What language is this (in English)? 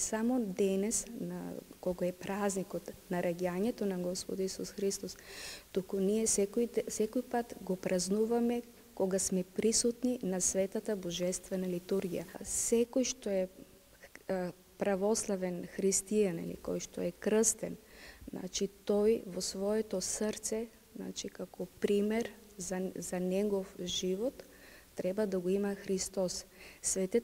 Macedonian